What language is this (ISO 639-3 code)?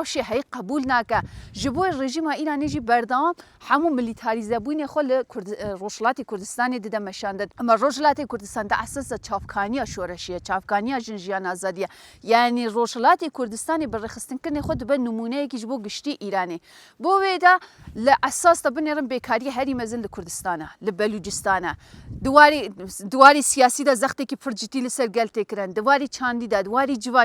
kur